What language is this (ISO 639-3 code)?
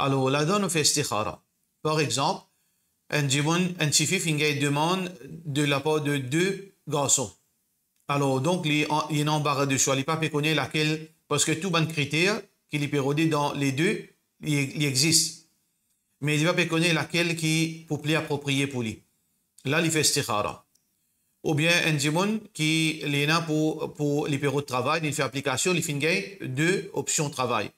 mfe